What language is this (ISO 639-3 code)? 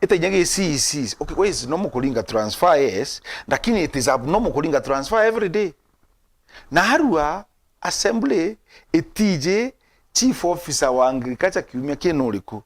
mer